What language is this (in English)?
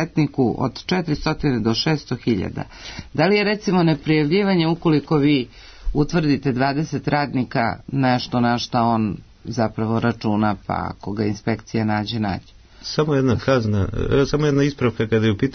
Serbian